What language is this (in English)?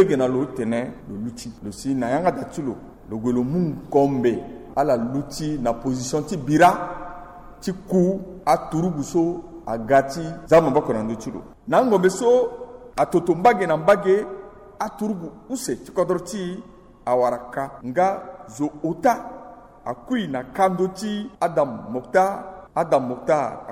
Sango